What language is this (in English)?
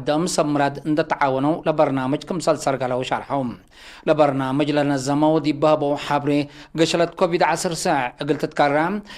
Tigre